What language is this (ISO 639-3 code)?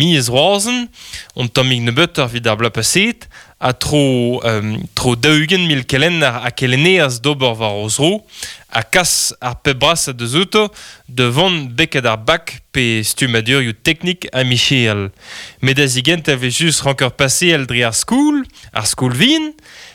bre